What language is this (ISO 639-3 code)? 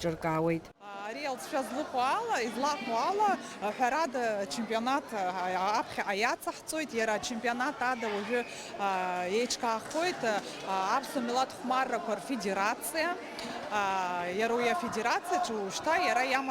abk